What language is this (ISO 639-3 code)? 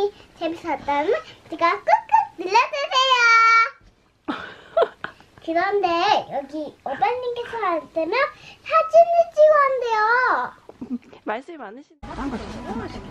kor